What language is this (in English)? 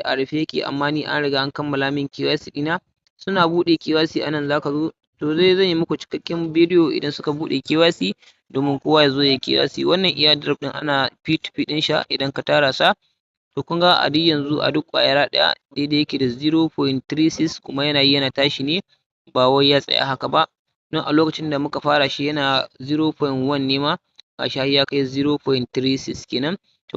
Hausa